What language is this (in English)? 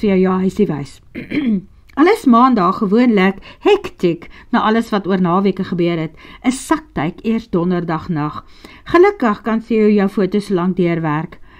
Afrikaans